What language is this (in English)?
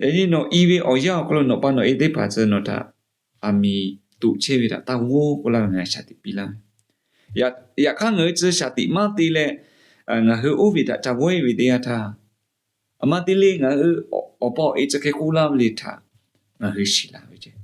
Lahu